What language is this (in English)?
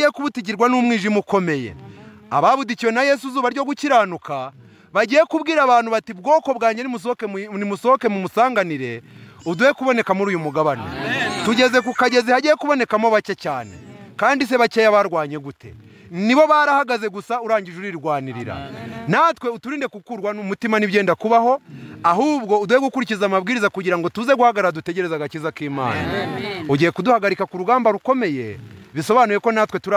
Kinyarwanda